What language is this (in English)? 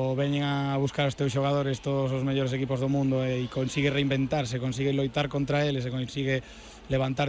Galician